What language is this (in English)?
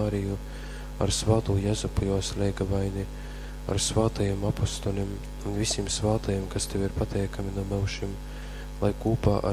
Latgalian